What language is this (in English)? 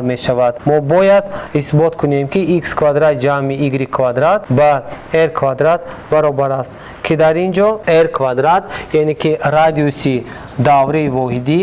Tajik